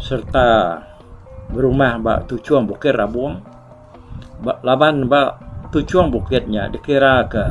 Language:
Iban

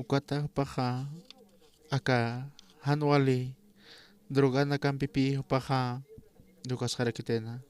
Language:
Aymara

